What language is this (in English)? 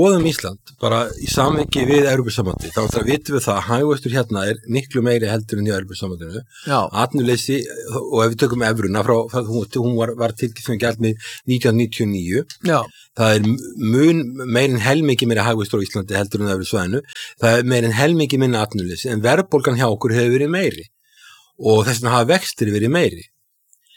Icelandic